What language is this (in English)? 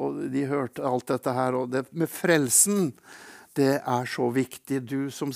Norwegian